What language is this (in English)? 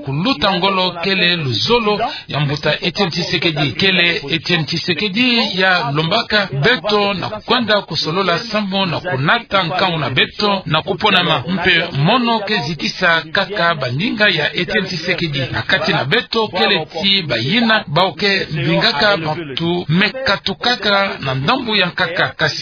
Kituba (Democratic Republic of Congo)